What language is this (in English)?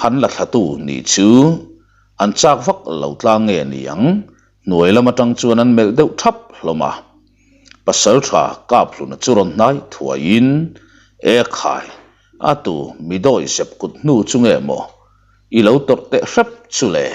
Mizo